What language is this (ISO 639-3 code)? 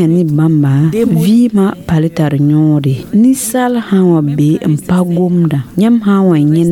mos